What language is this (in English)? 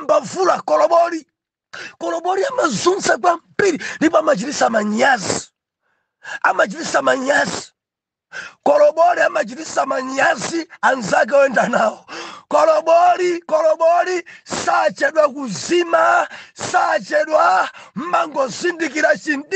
Nyanja